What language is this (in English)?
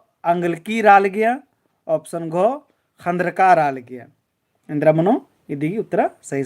Kurukh